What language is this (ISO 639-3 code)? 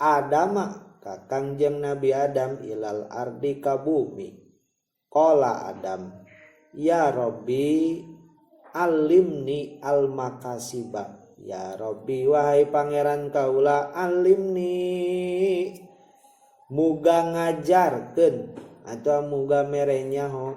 sun